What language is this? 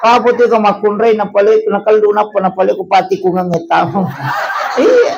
Buginese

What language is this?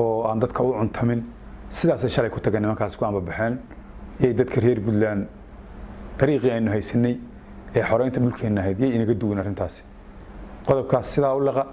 Somali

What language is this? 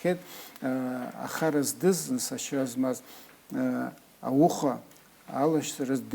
Abkhazian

